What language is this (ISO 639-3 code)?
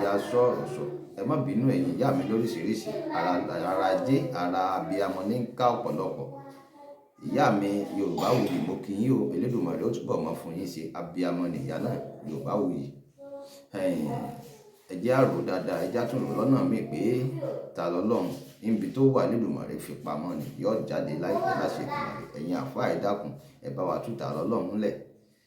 yor